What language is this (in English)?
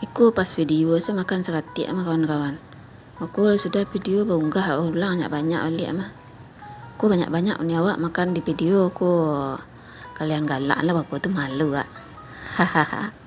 Minangkabau